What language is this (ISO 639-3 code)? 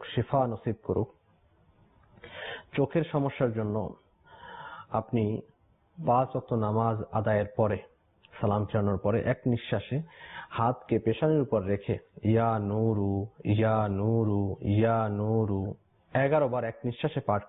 ben